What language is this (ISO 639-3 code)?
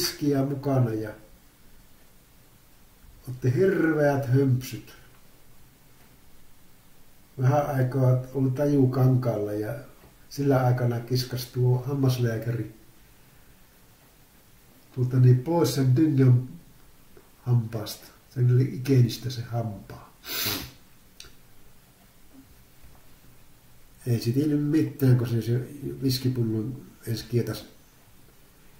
fin